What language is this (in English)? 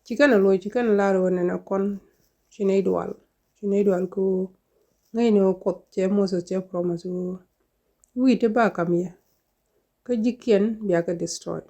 Nuer